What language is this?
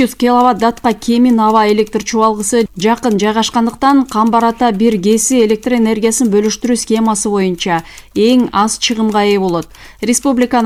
Kyrgyz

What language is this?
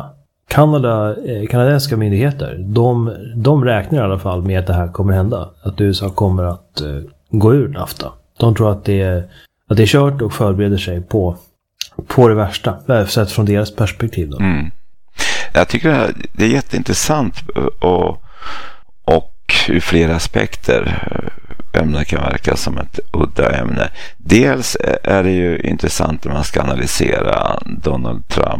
Swedish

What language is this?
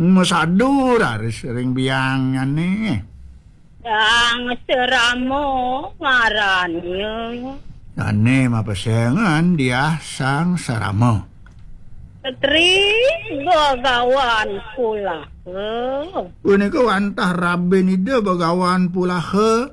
Balinese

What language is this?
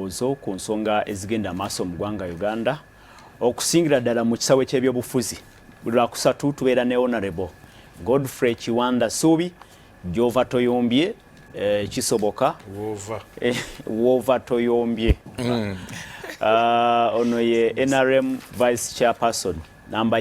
Ganda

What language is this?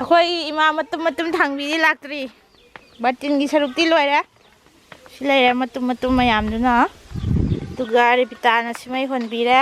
Manipuri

